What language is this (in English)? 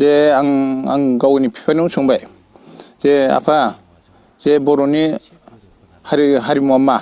Bodo